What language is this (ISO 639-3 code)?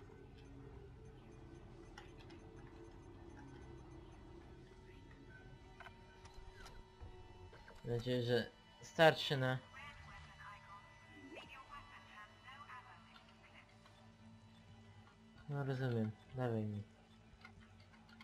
pol